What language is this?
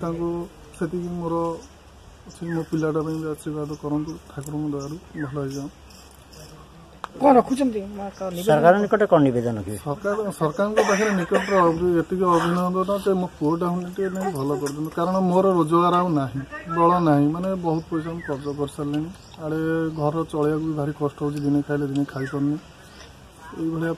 Odia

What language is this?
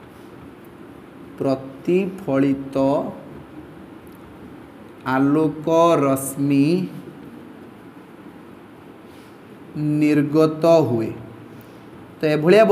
Odia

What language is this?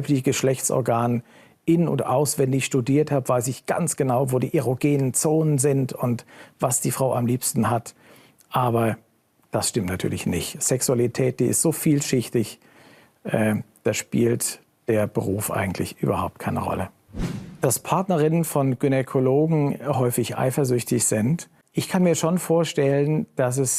Swiss German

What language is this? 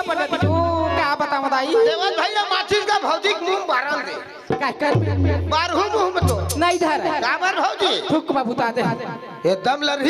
Chhattisgarhi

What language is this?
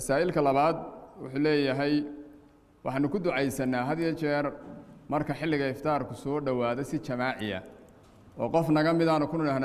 Somali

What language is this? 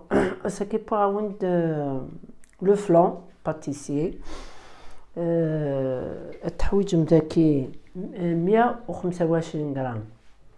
Kabyle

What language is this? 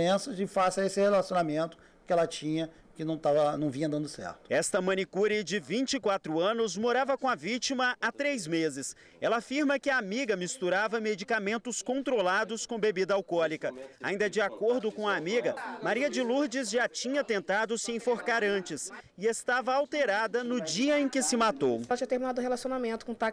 Portuguese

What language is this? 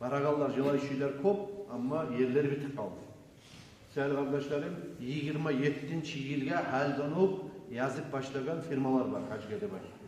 Kumyk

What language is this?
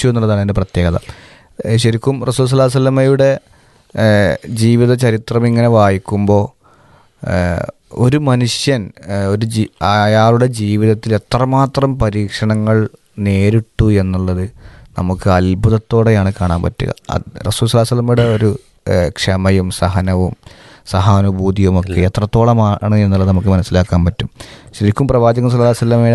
Malayalam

